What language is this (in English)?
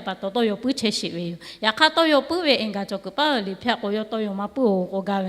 Lahu